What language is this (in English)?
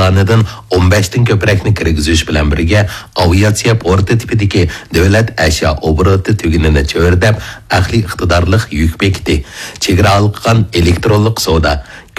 Uyghur